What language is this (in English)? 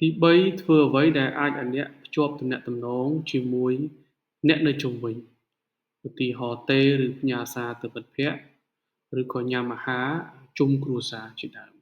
Khmer